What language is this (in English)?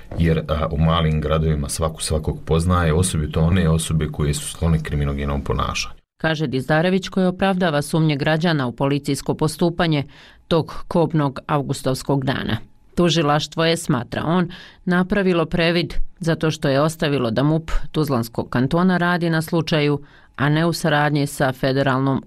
Bosnian